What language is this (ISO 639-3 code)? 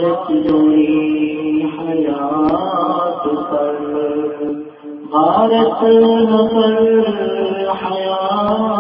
urd